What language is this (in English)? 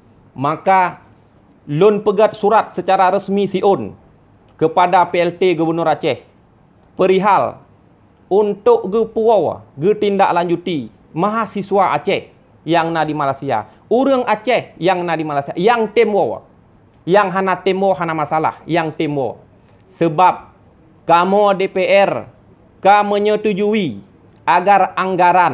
Achinese